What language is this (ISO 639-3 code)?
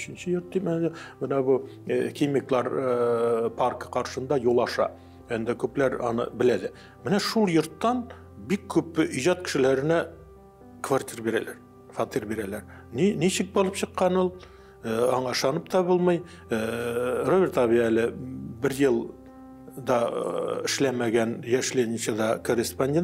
tat